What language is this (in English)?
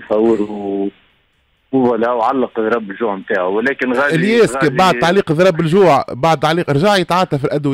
Tunisian Arabic